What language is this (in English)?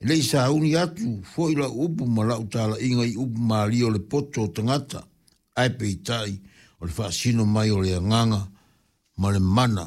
Samoan